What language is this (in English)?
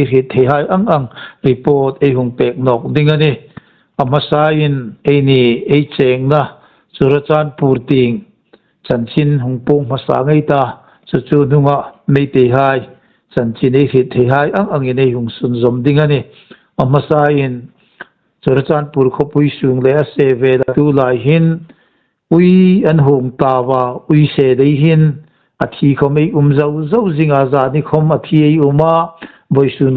Hmar